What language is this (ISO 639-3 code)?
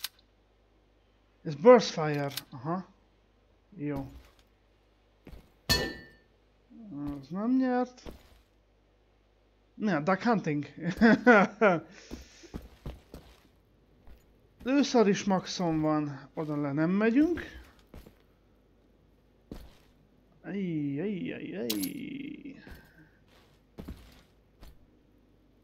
hun